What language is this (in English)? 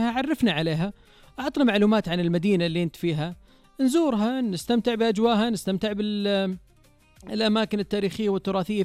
Najdi Arabic